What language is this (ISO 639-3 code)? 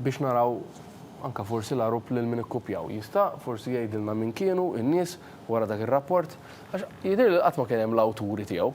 mlt